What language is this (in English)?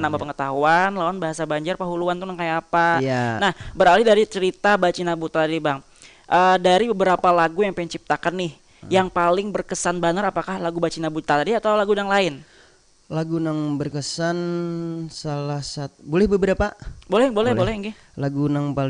Banjar